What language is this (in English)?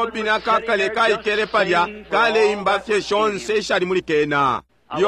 Bemba